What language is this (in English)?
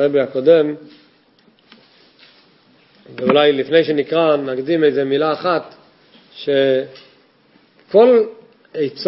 Hebrew